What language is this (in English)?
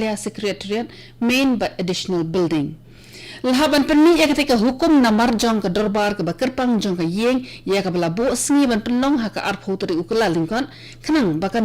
Khasi